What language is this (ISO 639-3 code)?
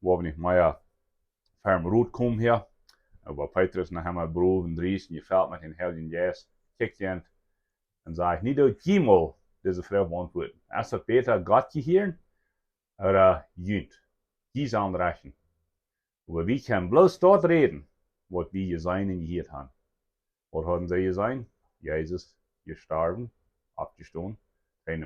pdt